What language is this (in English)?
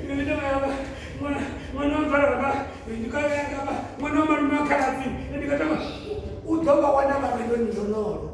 Venda